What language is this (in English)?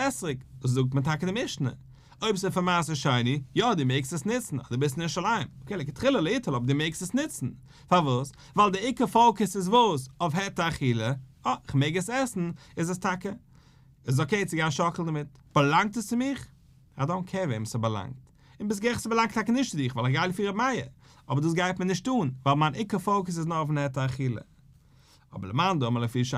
Yiddish